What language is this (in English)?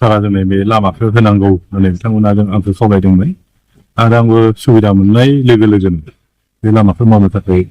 Bodo